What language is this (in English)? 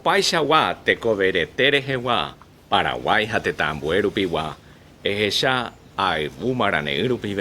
Guarani